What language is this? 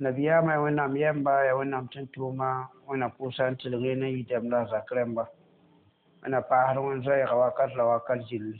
Mossi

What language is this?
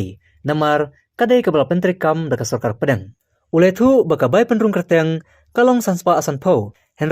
Khasi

